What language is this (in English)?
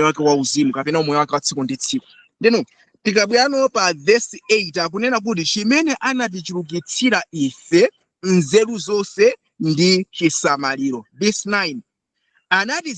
Nyanja